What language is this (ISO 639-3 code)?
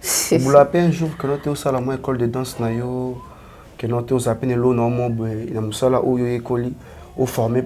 lin